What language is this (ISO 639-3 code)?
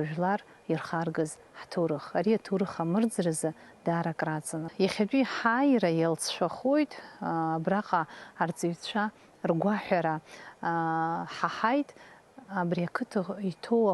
abk